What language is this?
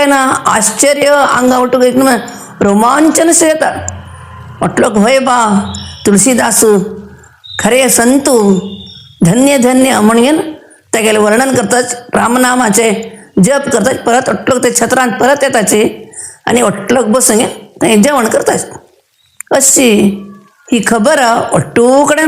Konkani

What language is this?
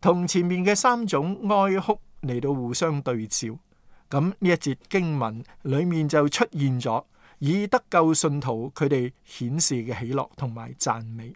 Cantonese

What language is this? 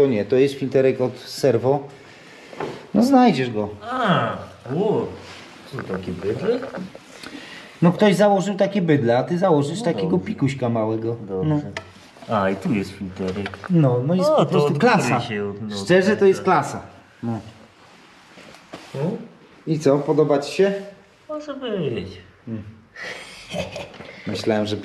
Polish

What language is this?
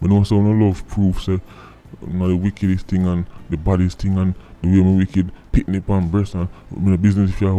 Jamaican Creole English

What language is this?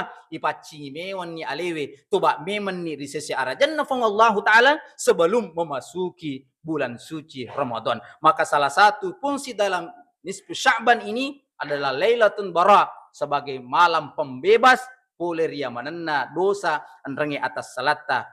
Buginese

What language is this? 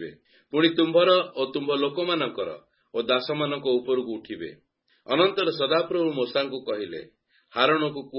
Odia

